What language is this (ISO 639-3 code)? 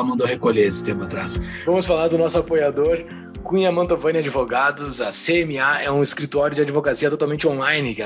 por